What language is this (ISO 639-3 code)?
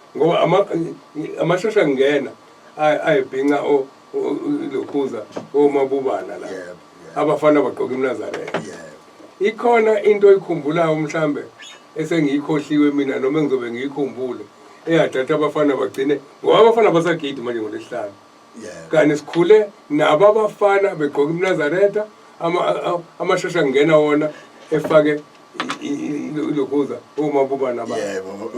zul